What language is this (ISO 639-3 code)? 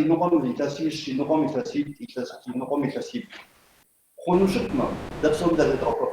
kbd